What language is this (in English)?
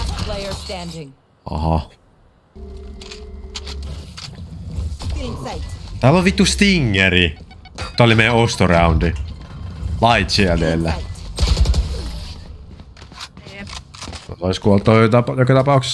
Finnish